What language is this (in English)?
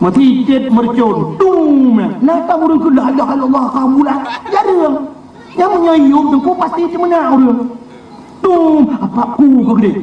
Achinese